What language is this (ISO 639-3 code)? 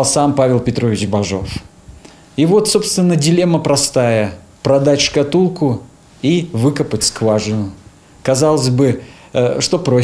rus